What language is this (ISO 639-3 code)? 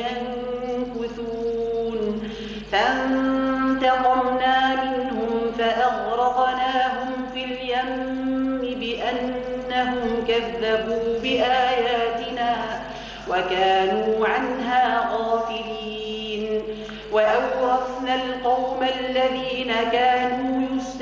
ara